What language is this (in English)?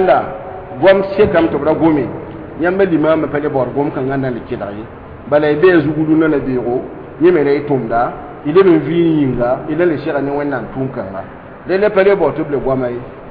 Mossi